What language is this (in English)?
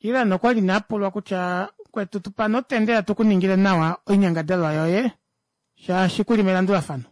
Kuanyama